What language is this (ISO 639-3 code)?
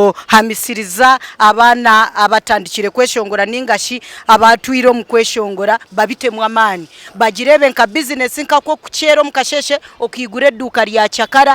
nyn